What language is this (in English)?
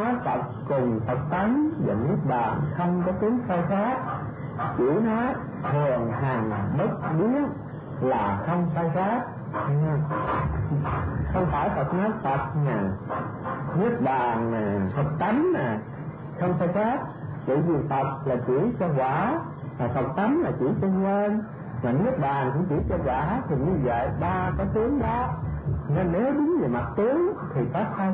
Vietnamese